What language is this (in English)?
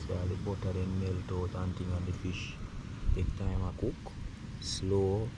Jamaican Creole English